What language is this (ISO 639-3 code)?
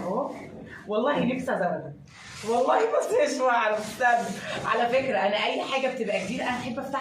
arz